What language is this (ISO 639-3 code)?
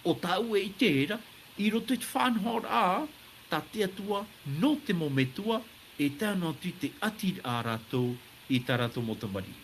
tah